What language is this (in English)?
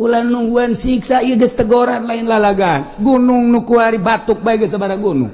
Sundanese